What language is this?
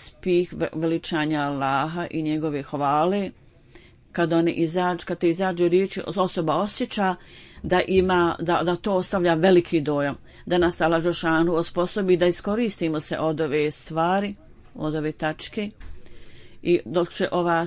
Bosnian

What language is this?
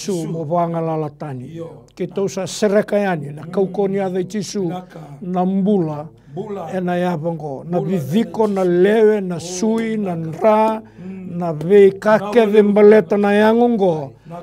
Fijian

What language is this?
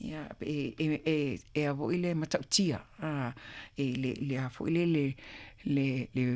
Samoan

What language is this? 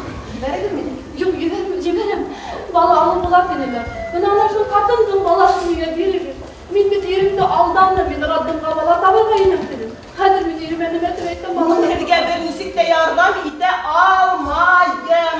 Bashkir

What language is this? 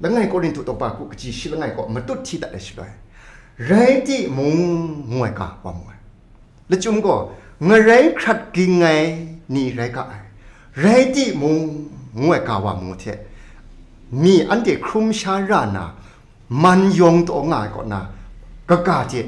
Kachin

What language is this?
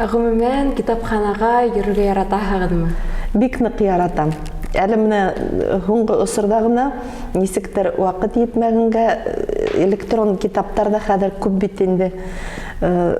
Bashkir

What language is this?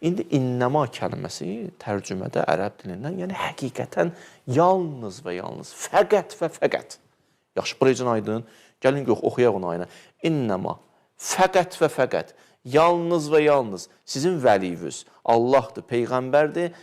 Azerbaijani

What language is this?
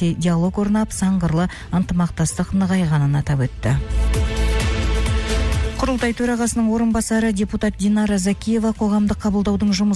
Kazakh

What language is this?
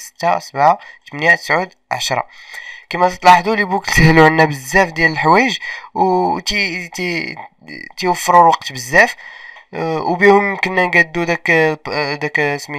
Moroccan Arabic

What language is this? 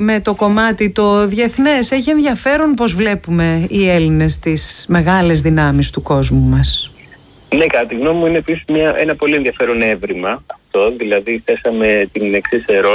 Greek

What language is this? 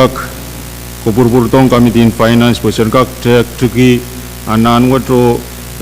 Pohnpeian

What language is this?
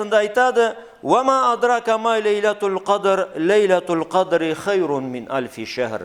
Karachay-Balkar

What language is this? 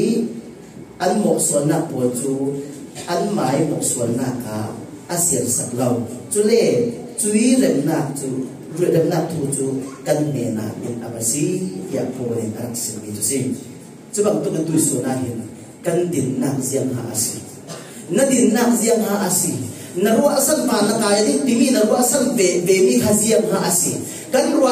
Falam Chin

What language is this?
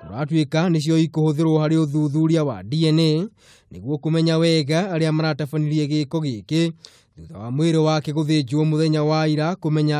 Kikuyu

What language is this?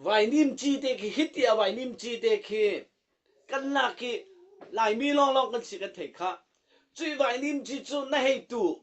Falam Chin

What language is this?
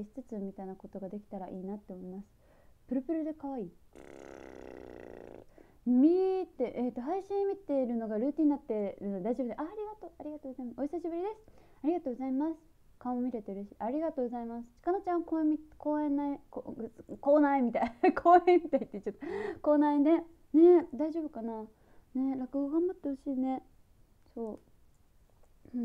Japanese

